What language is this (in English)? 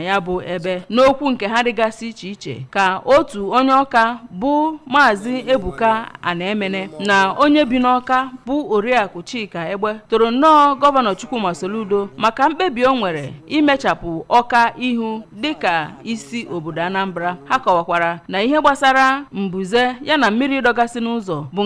Igbo